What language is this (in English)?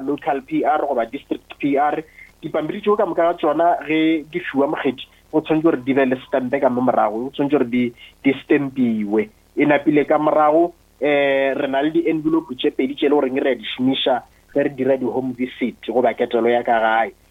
Northern Sotho